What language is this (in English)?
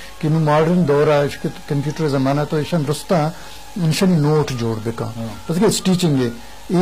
Eastern Balochi